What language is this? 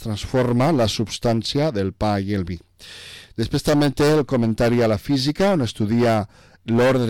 Catalan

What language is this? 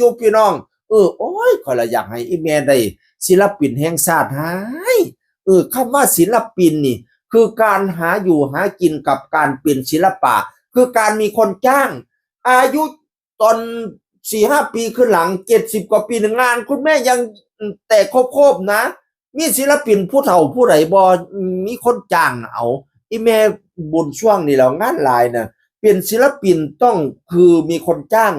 Northeastern Thai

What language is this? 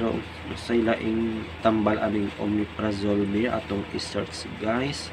Cebuano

